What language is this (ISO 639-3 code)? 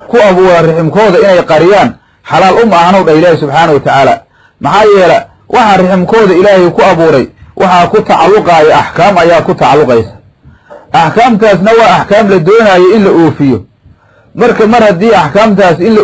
som